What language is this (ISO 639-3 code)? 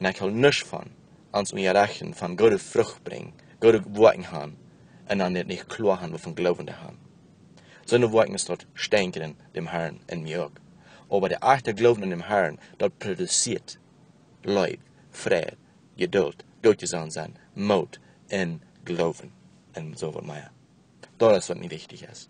pdt